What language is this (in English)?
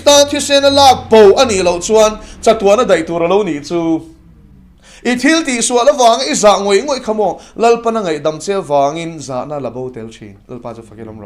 Mizo